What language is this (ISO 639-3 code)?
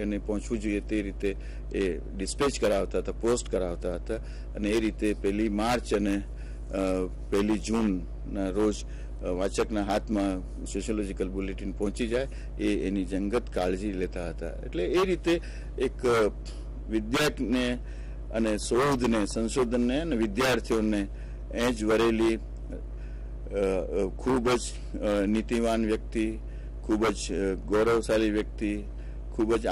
guj